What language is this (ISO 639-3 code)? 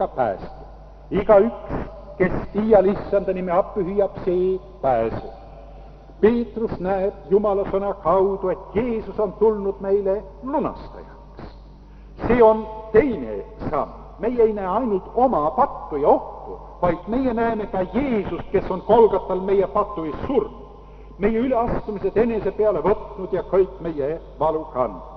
est